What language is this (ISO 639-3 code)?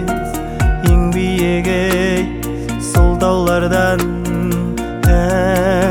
kaz